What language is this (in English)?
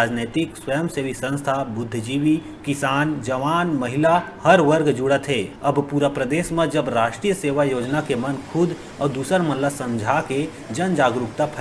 Chhattisgarhi